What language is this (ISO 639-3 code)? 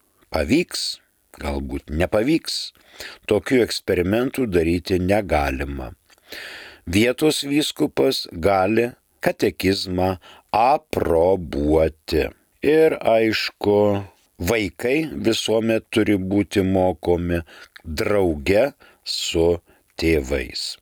lit